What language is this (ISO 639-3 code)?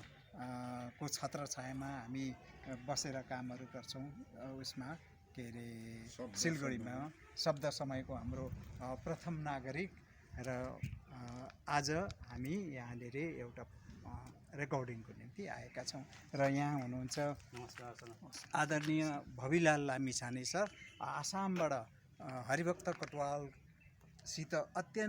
nep